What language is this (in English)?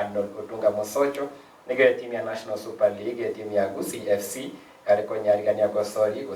Gusii